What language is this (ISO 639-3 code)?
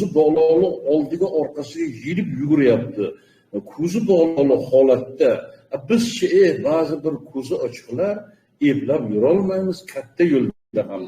uzb